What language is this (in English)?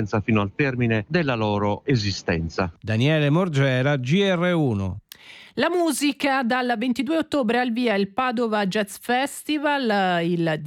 Italian